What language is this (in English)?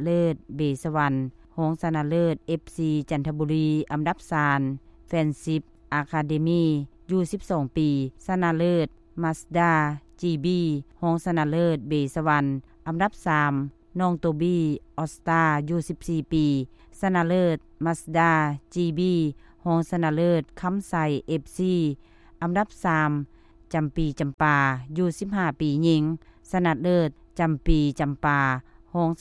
Lao